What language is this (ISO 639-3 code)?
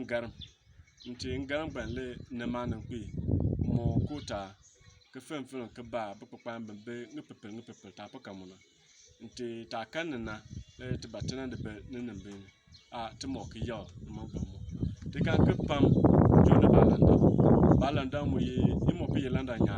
bim